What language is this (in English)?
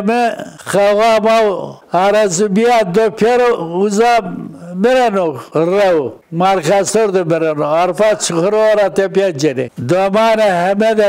Zaza